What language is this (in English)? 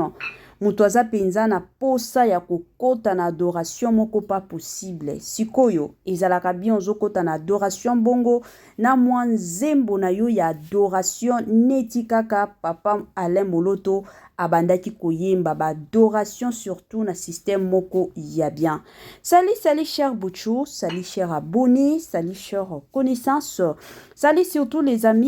Lingala